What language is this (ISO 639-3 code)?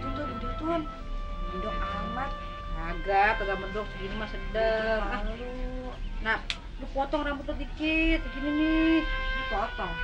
bew